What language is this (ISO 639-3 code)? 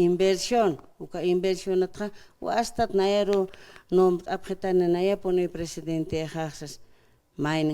aym